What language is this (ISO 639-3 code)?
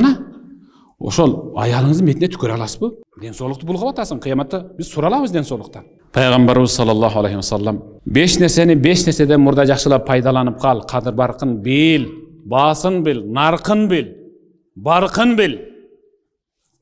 kir